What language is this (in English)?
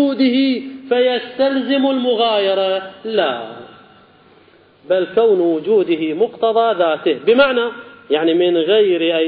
Arabic